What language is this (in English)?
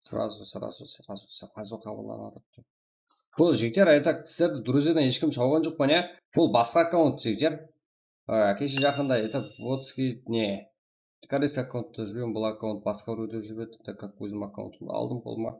Kara-Kalpak